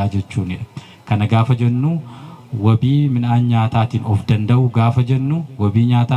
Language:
Oromo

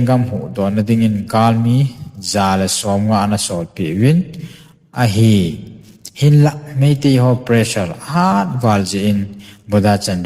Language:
Thado Chin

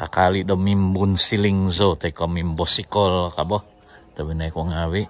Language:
Central Dusun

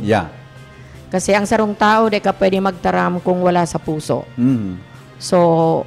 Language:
Bikol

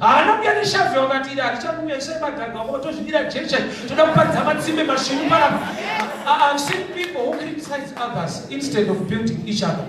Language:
Shona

